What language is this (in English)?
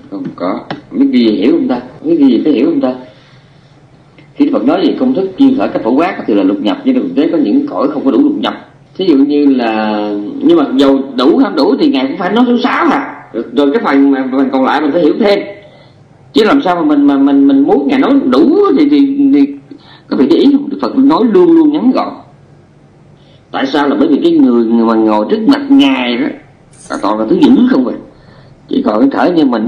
Vietnamese